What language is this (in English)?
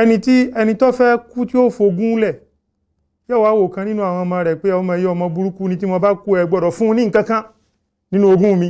Yoruba